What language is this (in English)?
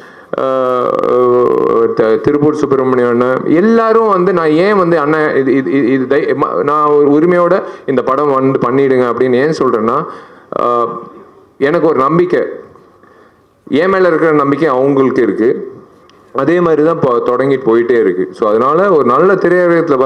Tamil